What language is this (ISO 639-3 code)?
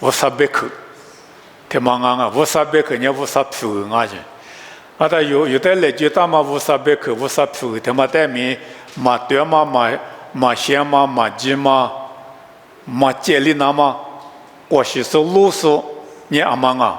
lis